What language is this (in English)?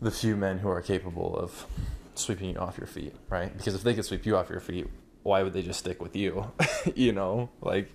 English